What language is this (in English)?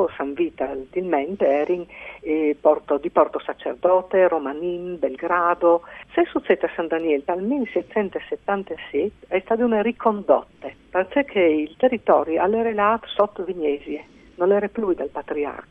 Friulian